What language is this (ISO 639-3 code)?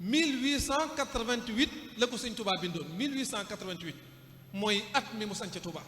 wol